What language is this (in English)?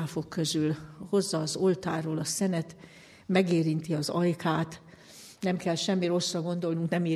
Hungarian